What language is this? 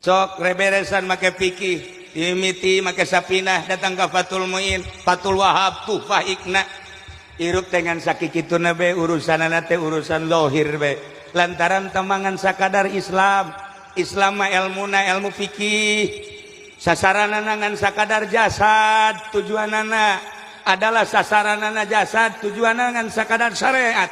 Sundanese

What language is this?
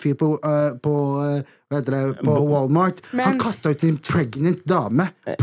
Norwegian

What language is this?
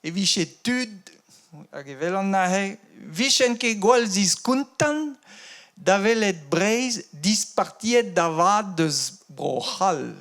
Breton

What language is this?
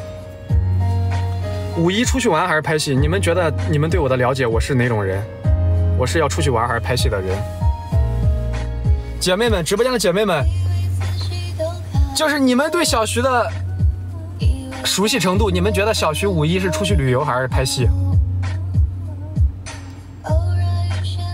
Chinese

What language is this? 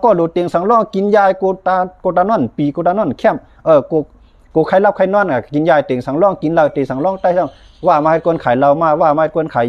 Shan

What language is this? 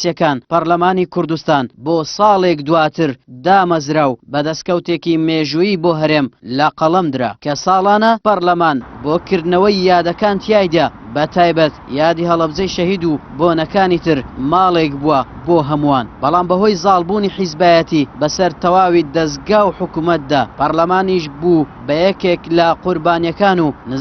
Central Kurdish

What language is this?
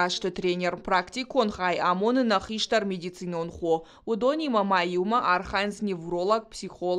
Ossetic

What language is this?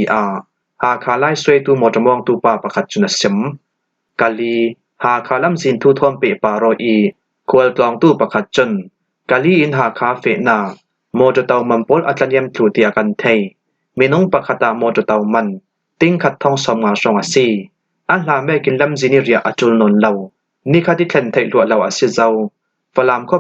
Falam Chin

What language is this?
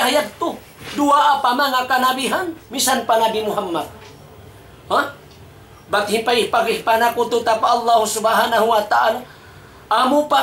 Tausug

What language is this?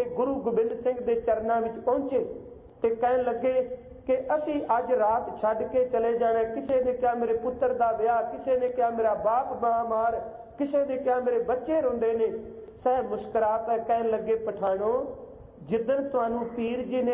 Punjabi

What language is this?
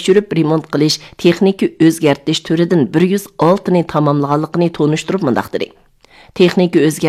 Uyghur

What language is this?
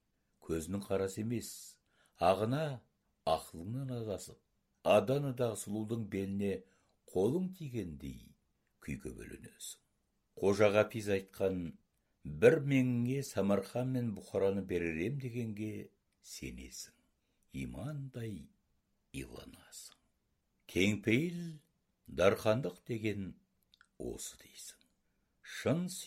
Kazakh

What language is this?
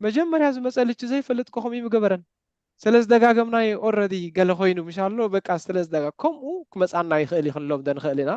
Tigrinya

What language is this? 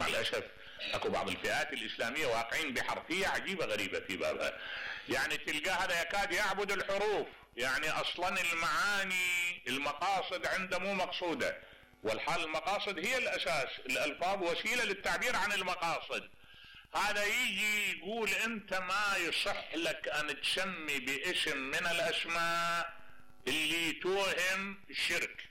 Mesopotamian Arabic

